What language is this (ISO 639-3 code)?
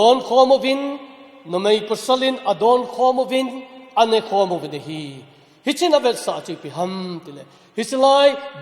tcz